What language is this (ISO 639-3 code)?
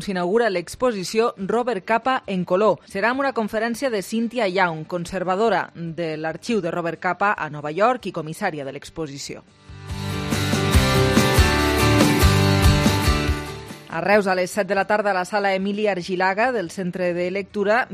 cat